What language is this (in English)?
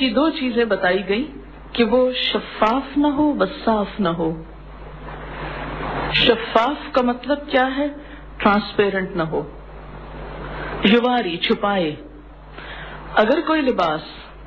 Urdu